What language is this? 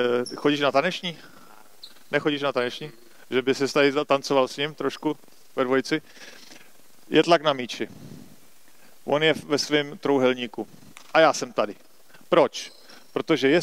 Czech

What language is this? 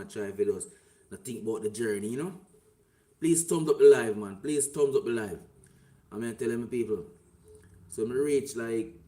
Jamaican Creole English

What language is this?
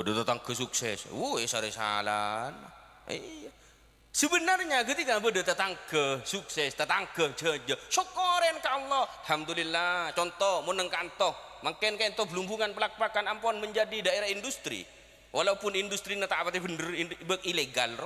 Madurese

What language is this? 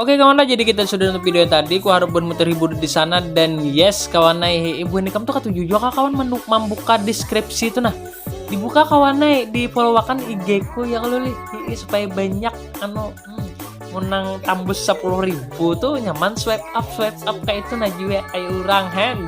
Banjar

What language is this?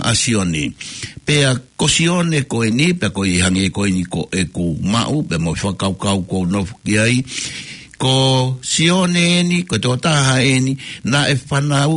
Tongan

